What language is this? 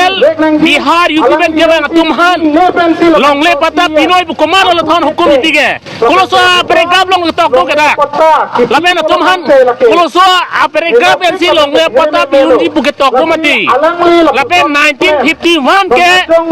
Karbi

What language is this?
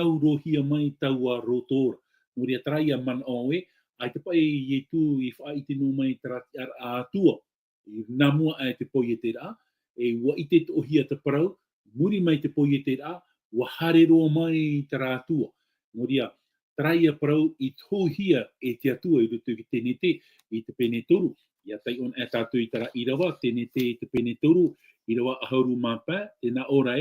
Tahitian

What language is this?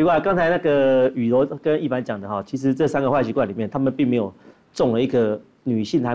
Chinese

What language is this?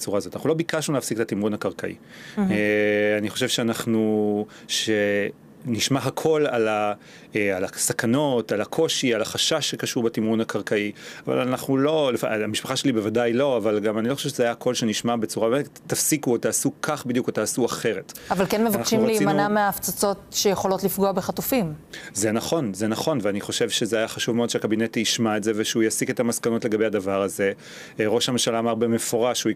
Hebrew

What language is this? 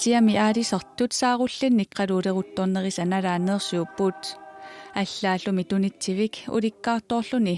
Kalaallisut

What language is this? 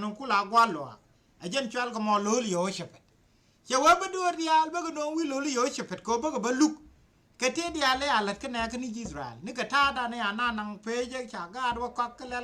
Nuer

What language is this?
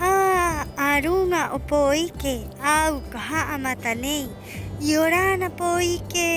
Rapanui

